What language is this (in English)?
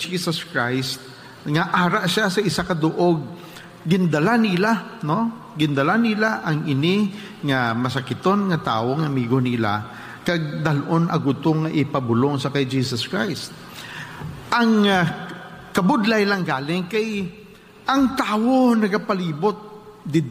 Hiligaynon